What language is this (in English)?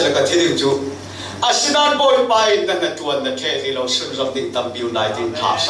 Falam Chin